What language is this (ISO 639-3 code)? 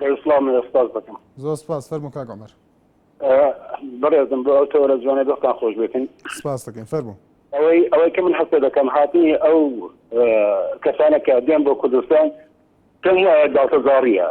ckb